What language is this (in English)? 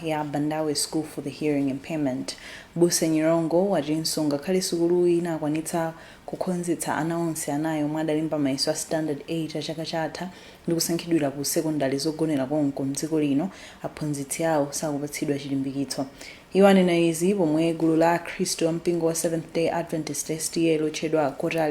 Nyanja